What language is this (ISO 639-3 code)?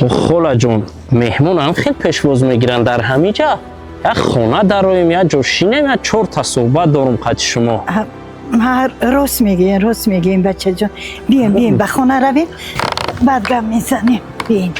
tgk